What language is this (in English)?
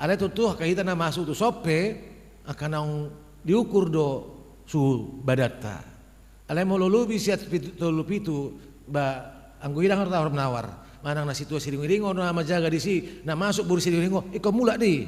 Batak Toba